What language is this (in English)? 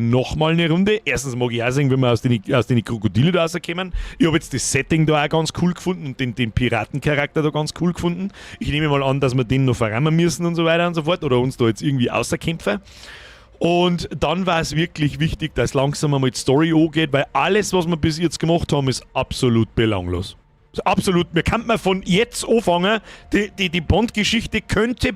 Bavarian